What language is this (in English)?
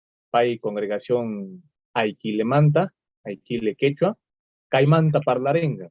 Quechua